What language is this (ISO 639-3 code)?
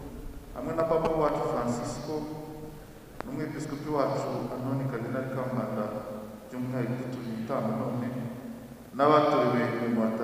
kin